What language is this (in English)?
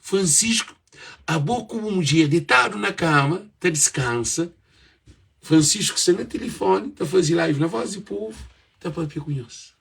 Kabuverdianu